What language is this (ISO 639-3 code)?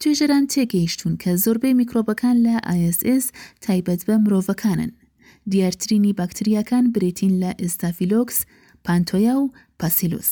ckb